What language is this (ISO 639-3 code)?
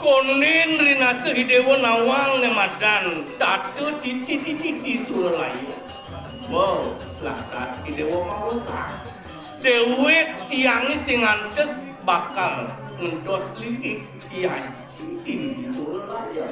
ban